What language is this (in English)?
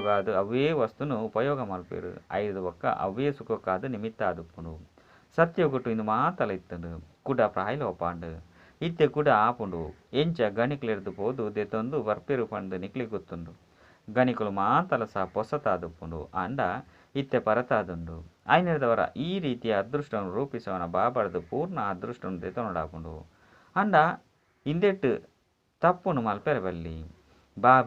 Tulu